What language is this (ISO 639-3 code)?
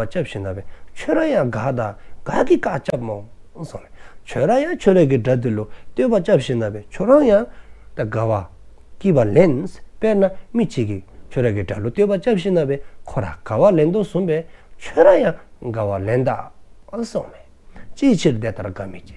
dzo